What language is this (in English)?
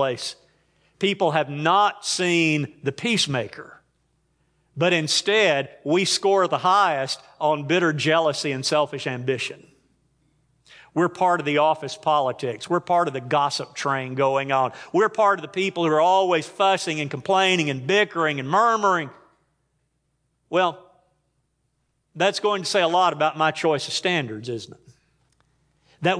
English